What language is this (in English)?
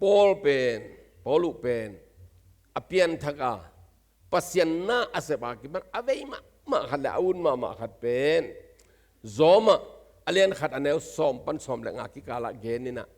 Tedim Chin